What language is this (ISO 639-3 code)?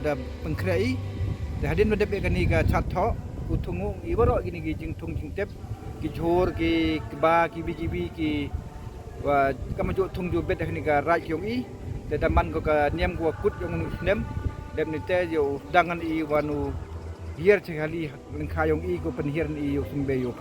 pbv